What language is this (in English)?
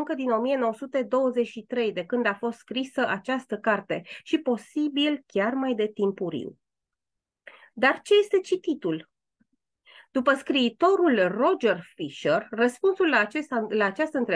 Romanian